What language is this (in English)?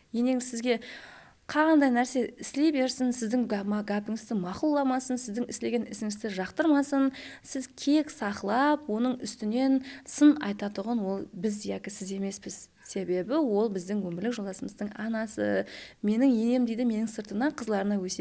Kara-Kalpak